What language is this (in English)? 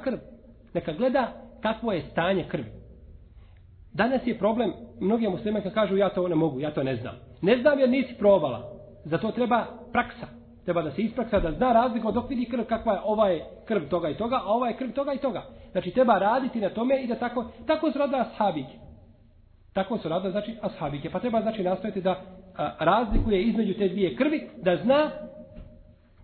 Bosnian